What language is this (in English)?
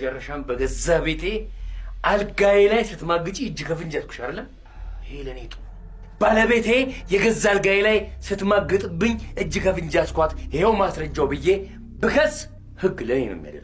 Amharic